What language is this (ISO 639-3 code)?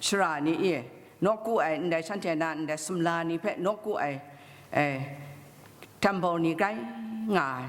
kac